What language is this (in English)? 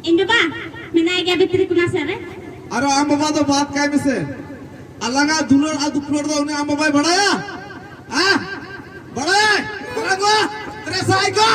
Santali